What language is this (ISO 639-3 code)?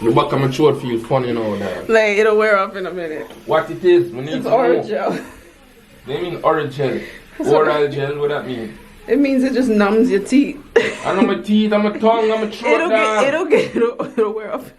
jam